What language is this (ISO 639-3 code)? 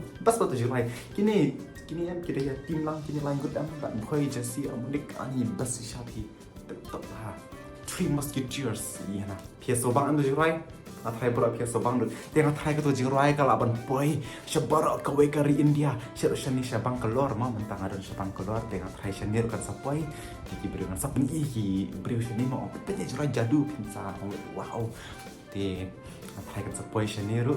kha